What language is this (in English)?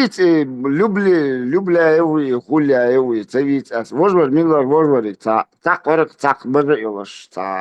Chechen